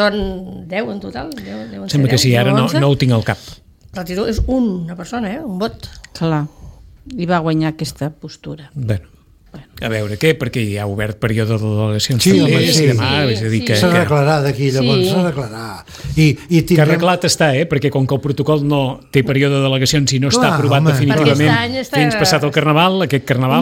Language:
Catalan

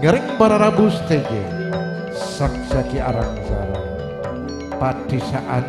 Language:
Madurese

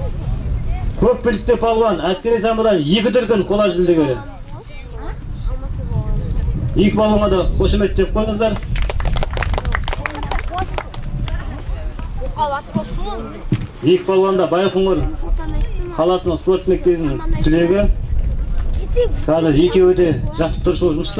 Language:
Kazakh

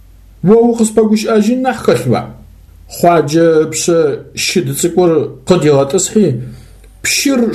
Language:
Adyghe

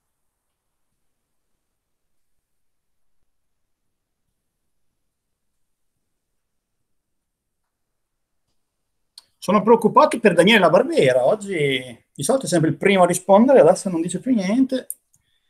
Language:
Italian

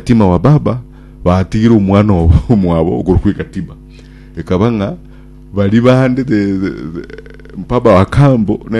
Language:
Gusii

